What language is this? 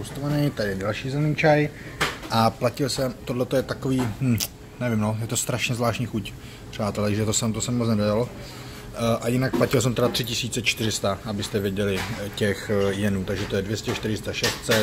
Czech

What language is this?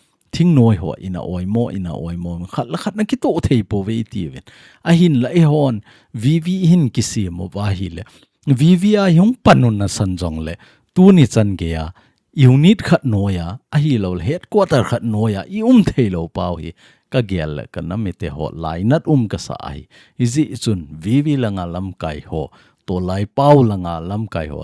Thado Chin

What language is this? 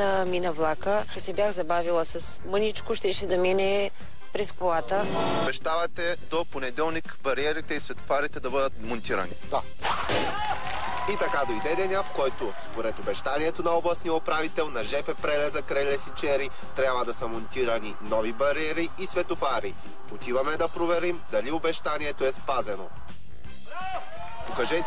Bulgarian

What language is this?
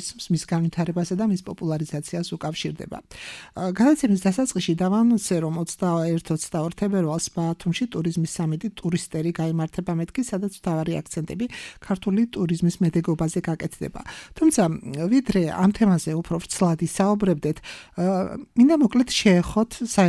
Georgian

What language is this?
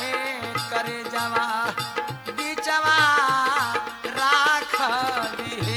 Bhojpuri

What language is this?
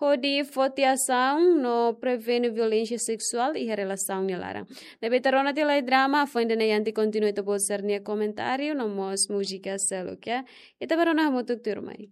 Tetum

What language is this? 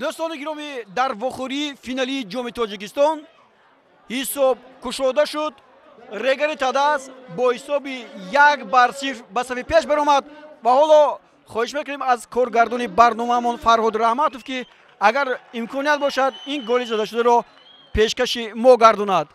Tajik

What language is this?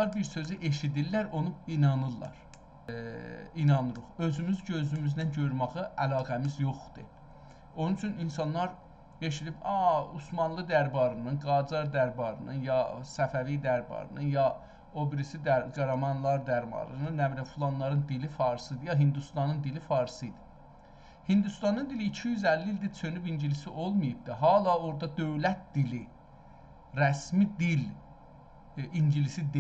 South Azerbaijani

